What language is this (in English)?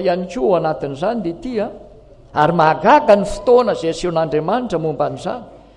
Malagasy